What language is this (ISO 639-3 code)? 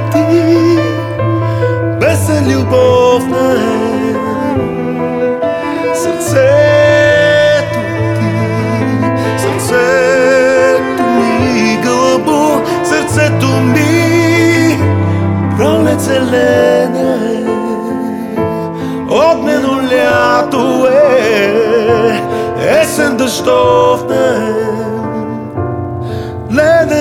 bul